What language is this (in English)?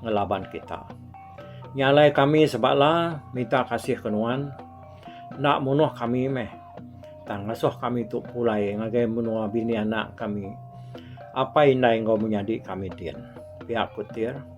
Iban